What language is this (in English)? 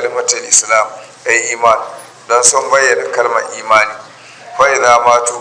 Hausa